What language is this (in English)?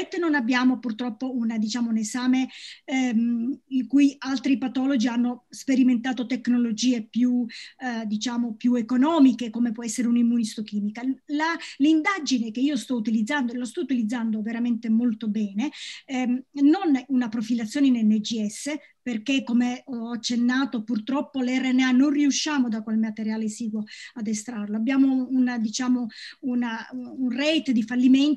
Italian